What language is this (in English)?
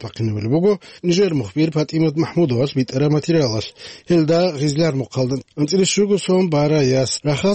Avaric